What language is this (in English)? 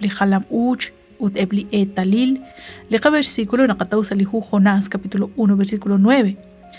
Kekchí